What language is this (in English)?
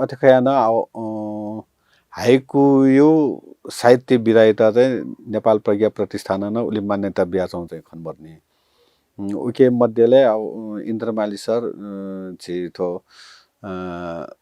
Newari